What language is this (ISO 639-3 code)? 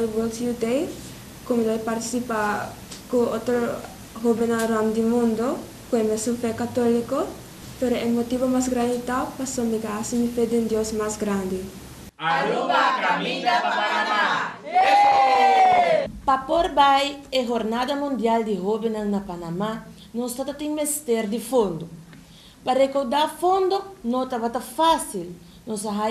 pap